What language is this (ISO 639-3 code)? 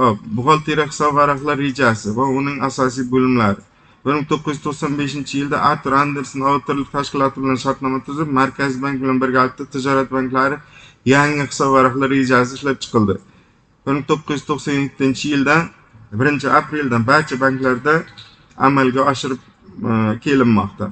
uzb